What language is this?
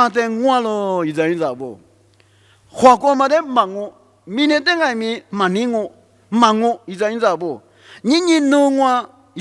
Lisu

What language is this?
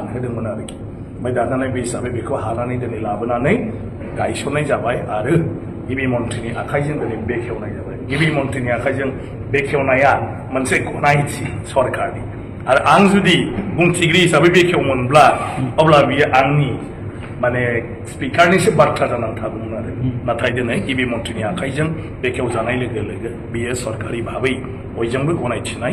Bodo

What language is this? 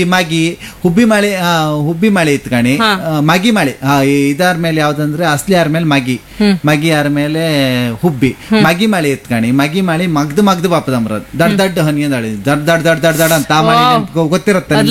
Kannada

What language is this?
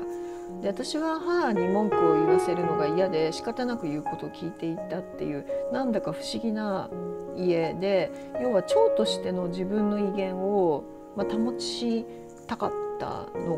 Japanese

